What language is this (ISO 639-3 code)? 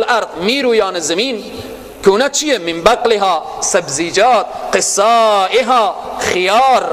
fas